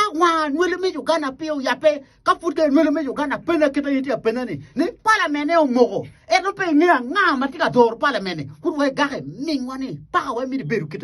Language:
Acoli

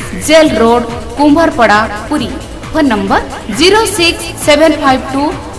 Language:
Odia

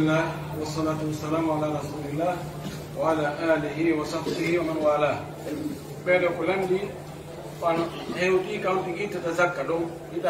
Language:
Pular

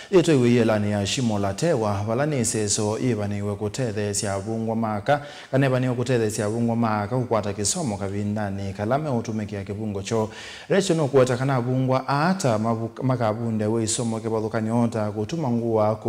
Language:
Kamba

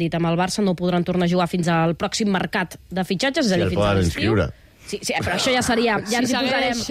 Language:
Catalan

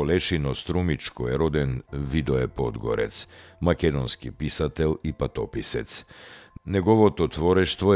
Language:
Macedonian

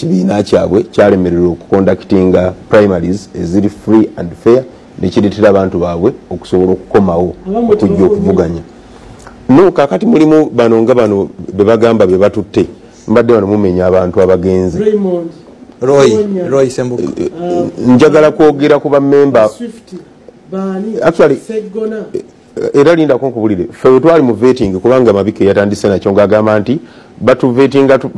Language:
Ganda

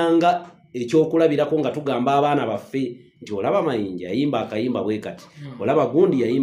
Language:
Ganda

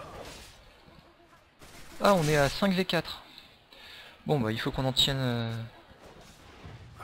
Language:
French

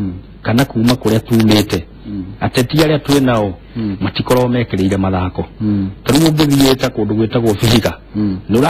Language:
Kikuyu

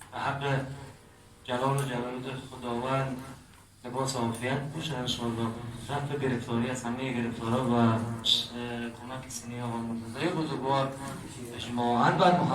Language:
Kurdish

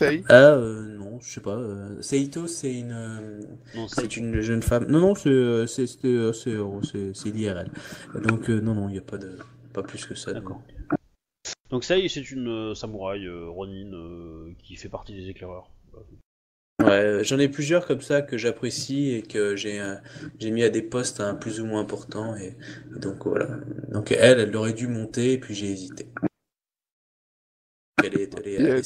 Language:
French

